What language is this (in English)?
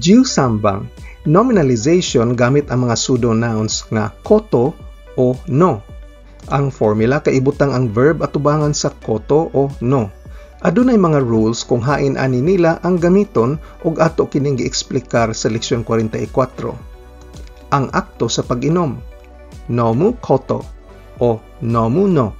Cebuano